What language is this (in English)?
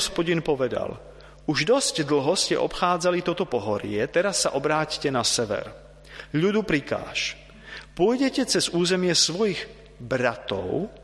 Slovak